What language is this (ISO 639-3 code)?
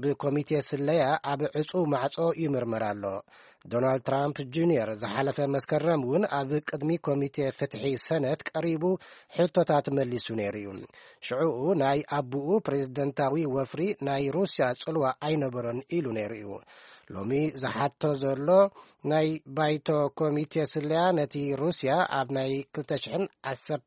tir